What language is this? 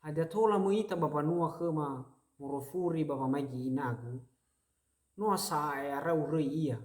Nias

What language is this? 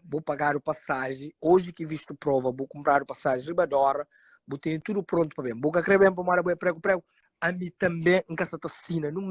Kabuverdianu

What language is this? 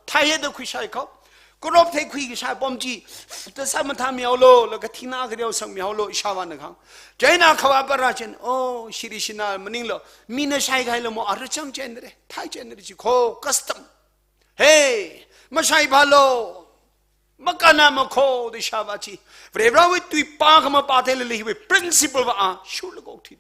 Tangkhul Naga (India)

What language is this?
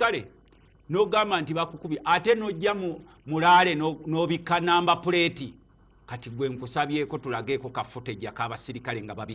Ganda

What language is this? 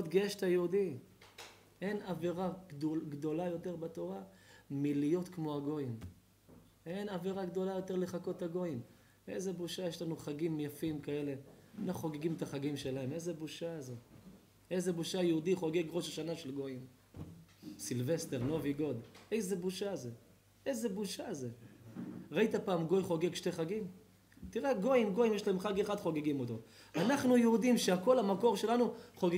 Hebrew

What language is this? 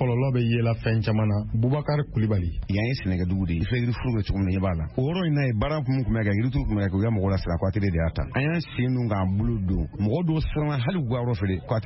Bambara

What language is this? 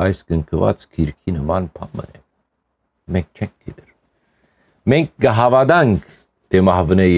Western Armenian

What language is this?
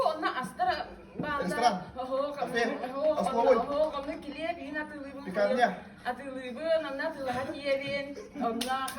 Yakut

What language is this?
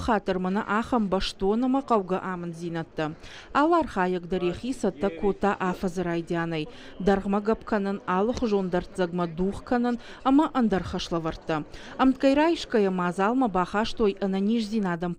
Ossetic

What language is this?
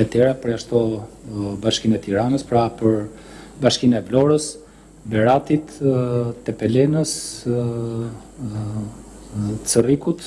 Albanian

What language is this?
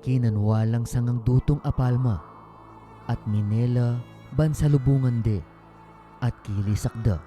Pampanga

